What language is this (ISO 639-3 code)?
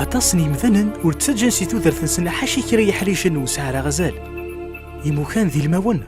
kab